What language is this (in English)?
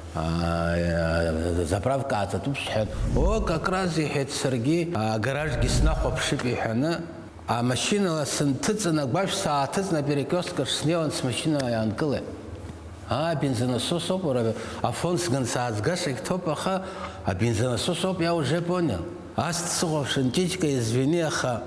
Abkhazian